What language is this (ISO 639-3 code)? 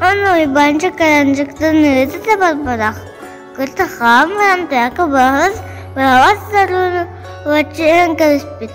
sah